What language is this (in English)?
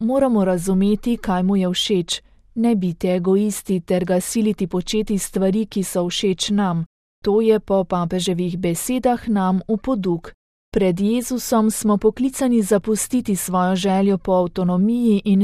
Slovenian